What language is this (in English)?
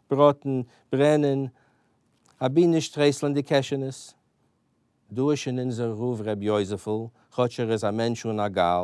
Yiddish